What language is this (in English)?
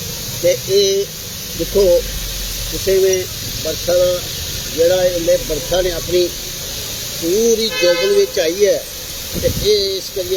Dogri